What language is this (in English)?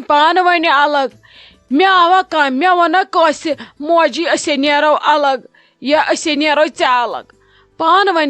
Kashmiri